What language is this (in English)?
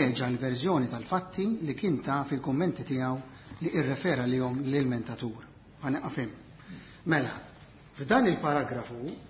Maltese